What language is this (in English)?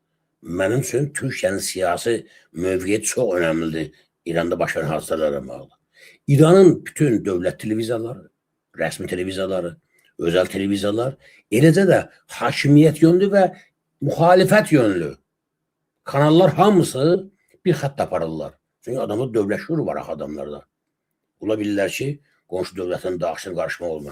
Azerbaijani